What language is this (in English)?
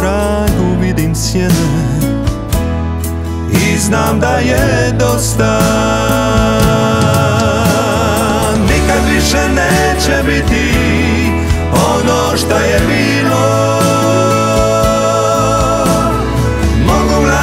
Croatian